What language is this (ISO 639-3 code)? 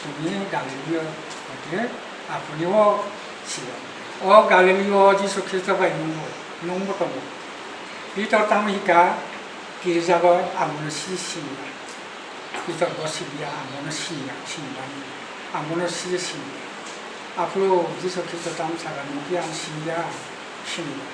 trp